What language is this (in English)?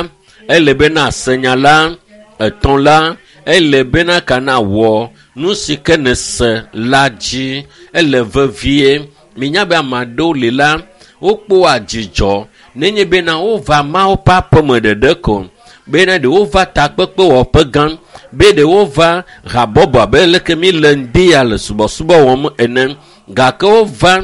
Ewe